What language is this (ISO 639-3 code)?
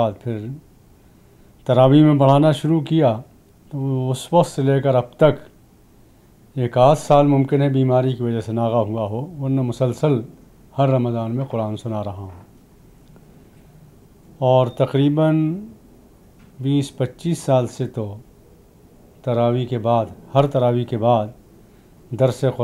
urd